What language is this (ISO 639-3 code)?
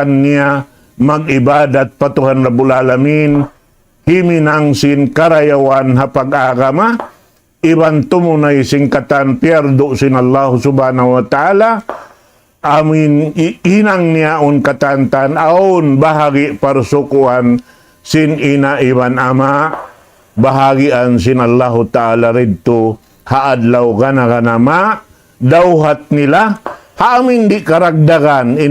tsg